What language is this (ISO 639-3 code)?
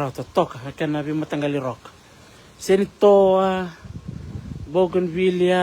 fij